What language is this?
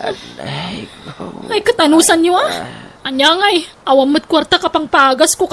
Iloko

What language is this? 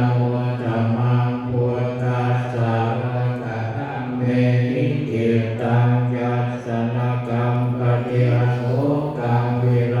Pali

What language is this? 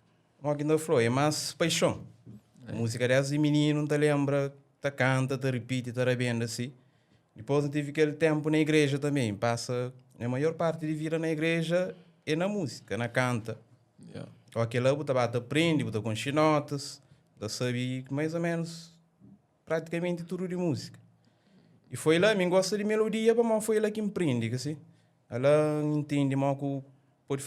Kabuverdianu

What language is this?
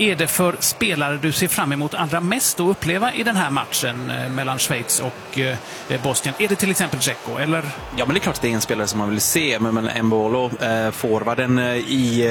Swedish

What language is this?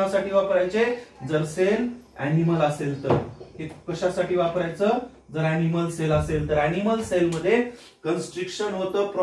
Marathi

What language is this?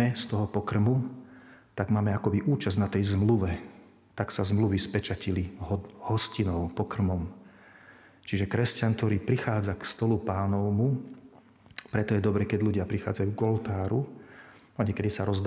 Slovak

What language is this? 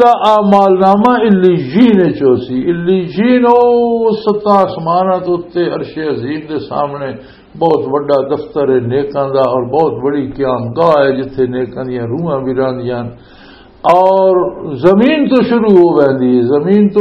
Western Panjabi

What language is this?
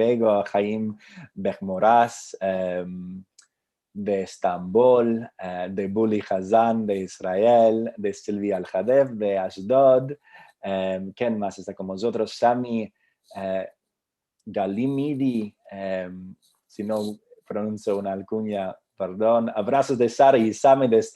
Ladino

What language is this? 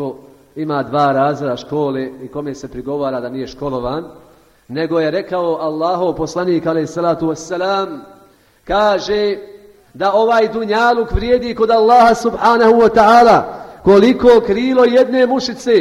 Bosnian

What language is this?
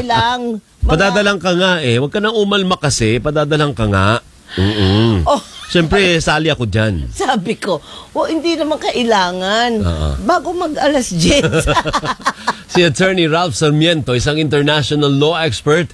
Filipino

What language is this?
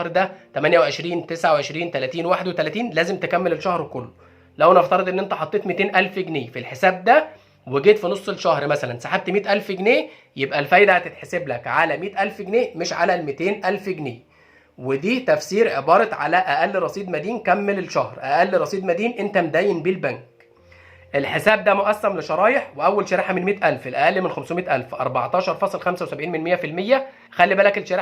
Egyptian Arabic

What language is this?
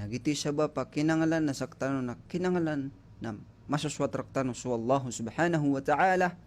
Maranao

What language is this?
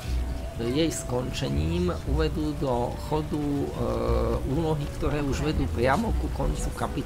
Slovak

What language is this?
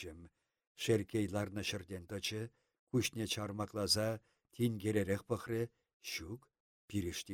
Chuvash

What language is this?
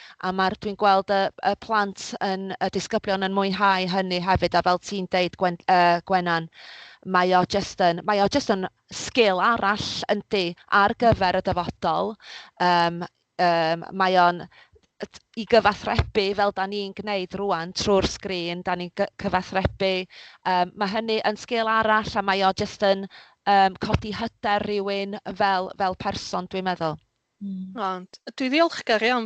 Welsh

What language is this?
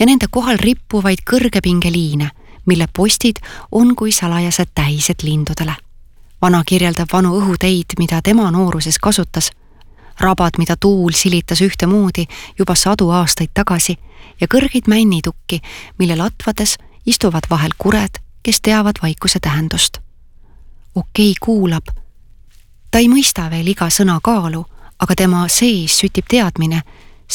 Estonian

